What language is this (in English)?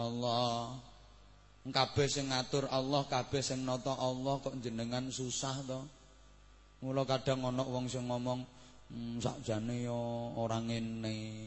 Javanese